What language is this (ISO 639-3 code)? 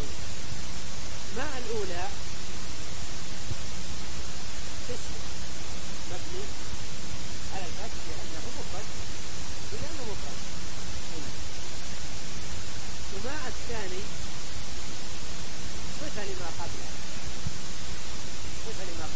ara